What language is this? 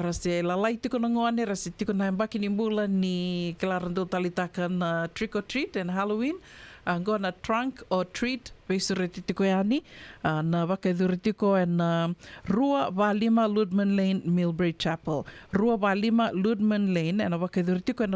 Fijian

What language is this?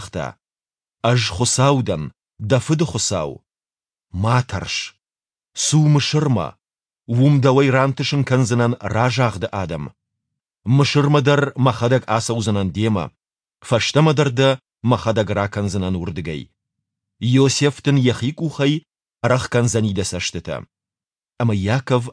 Ossetic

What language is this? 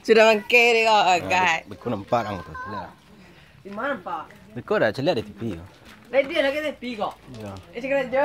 Minangkabau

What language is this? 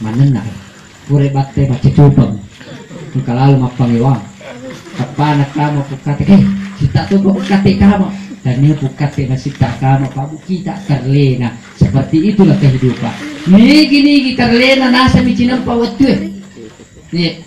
Buginese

